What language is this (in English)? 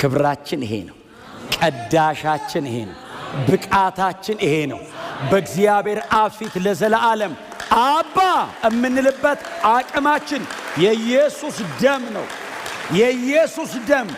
Amharic